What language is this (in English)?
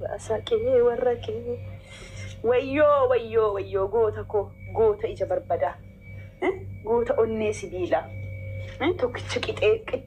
Oromo